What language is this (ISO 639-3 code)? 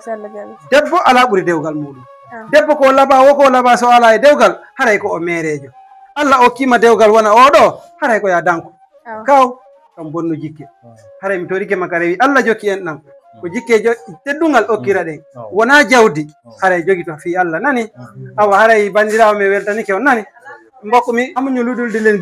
ful